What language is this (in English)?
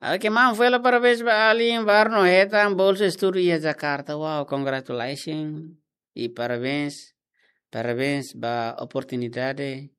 Tetum